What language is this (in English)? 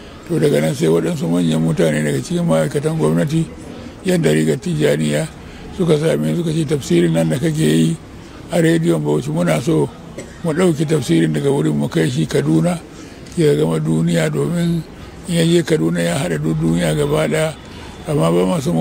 Hausa